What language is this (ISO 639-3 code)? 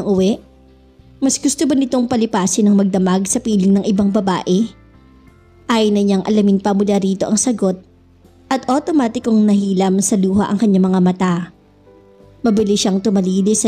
fil